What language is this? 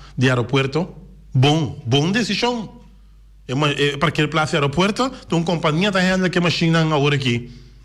Papiamento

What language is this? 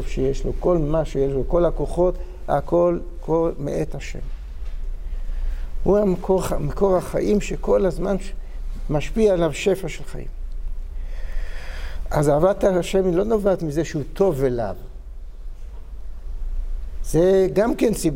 Hebrew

